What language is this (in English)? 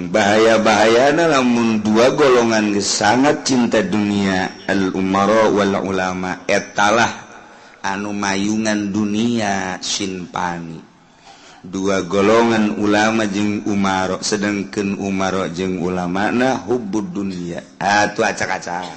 Sundanese